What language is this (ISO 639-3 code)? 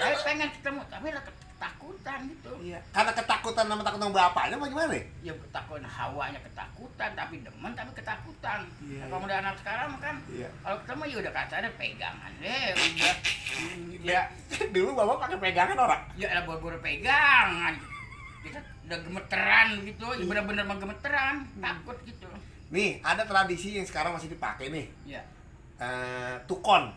bew